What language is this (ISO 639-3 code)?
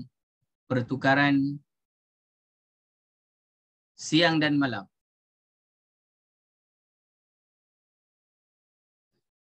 msa